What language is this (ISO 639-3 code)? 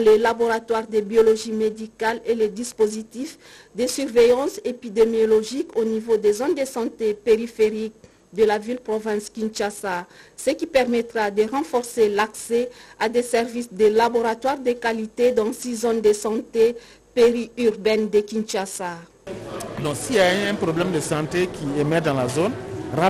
fra